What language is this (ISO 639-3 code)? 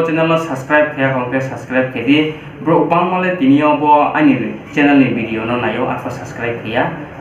ria